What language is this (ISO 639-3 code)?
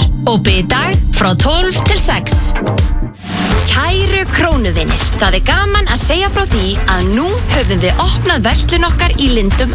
isl